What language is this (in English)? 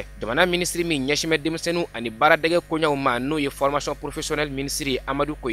Bambara